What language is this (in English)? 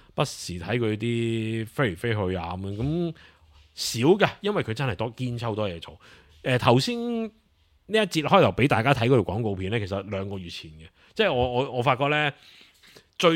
Cantonese